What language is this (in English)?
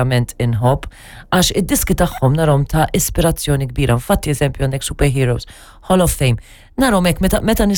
Maltese